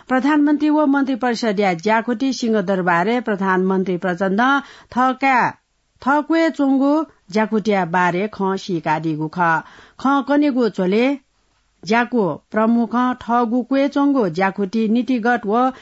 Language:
Newari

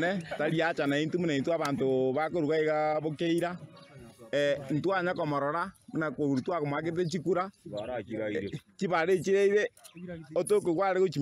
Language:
Gusii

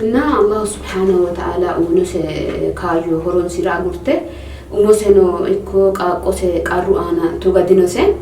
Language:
Sidamo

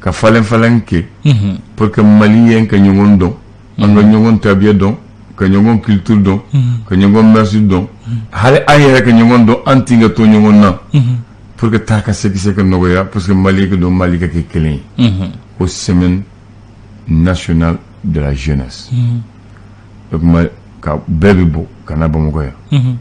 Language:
Bambara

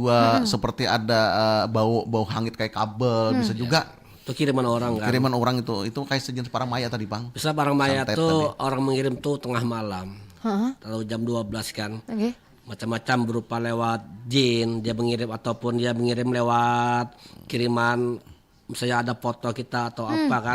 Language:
Banjar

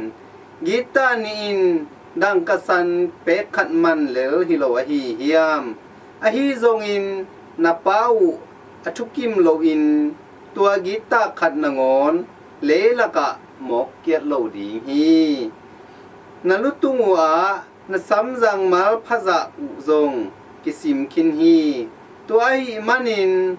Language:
Tedim Chin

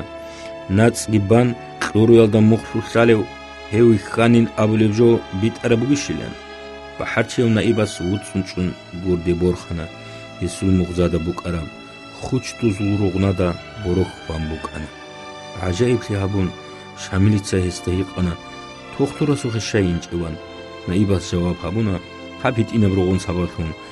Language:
Avaric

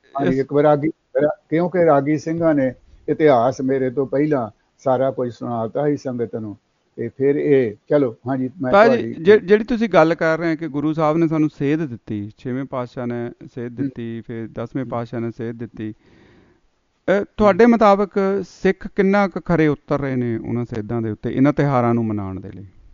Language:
Punjabi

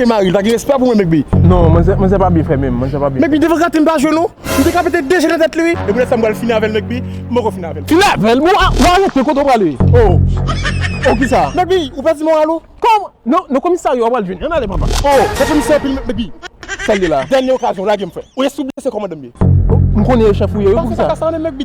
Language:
Haitian Creole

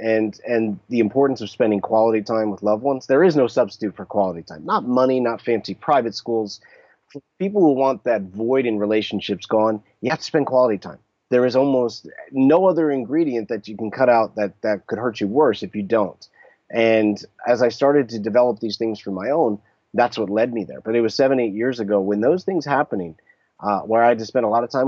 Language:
English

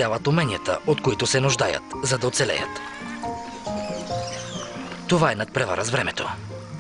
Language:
Bulgarian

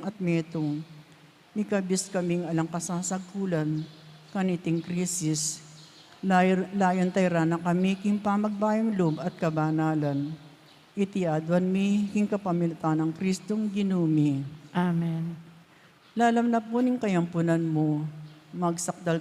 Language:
Pampanga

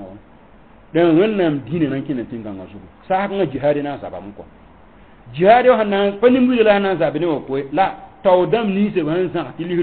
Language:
Mossi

